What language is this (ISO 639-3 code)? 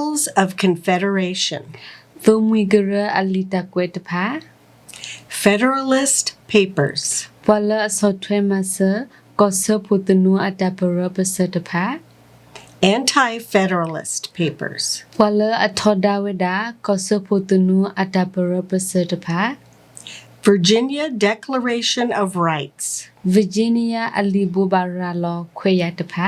ksw